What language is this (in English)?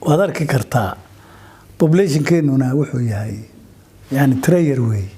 Somali